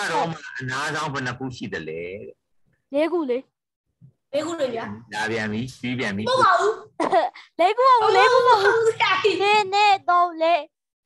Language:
Burmese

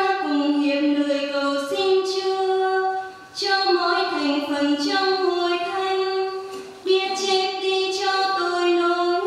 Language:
Vietnamese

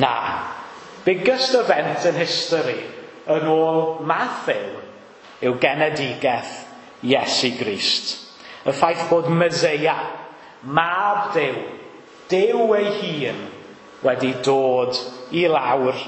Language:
Welsh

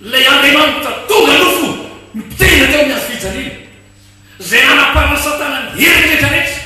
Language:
Malagasy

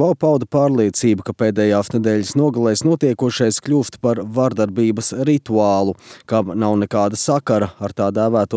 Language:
Latvian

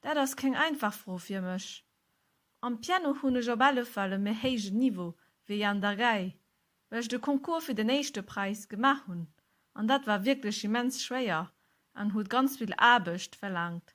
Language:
Luxembourgish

